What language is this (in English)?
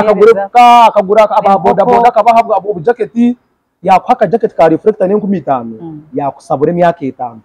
Nyankole